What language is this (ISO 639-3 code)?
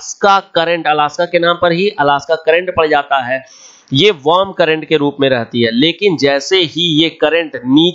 hin